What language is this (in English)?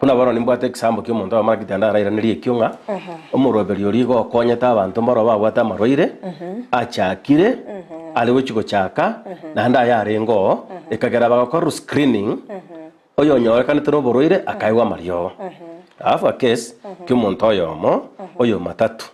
Gusii